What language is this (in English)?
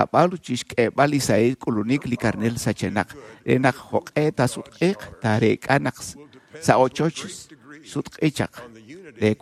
Kekchí